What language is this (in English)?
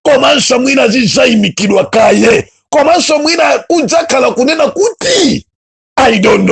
Nyanja